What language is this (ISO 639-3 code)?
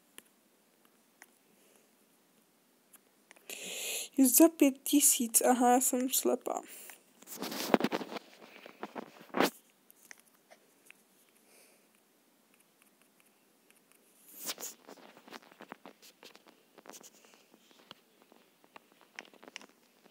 ces